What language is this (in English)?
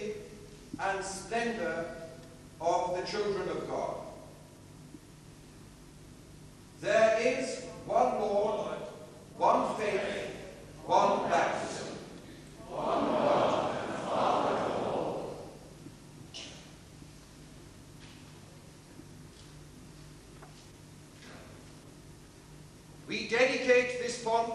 English